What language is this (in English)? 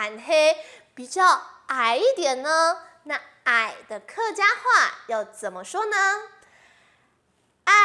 Hakka Chinese